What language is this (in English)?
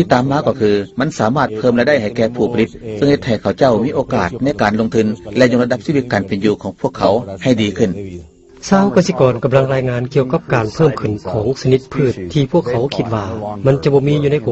Lao